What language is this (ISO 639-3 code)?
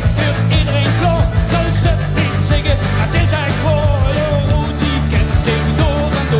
lim